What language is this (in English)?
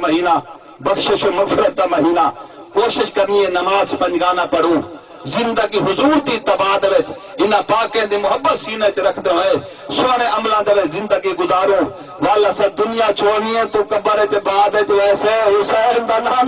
Saraiki